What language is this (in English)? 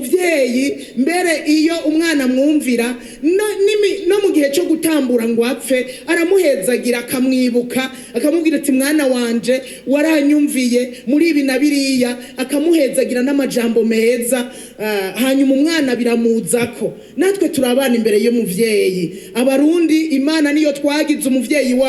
Rundi